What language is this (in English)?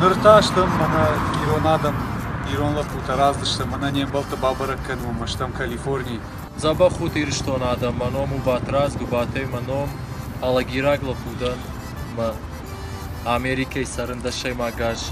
Ossetic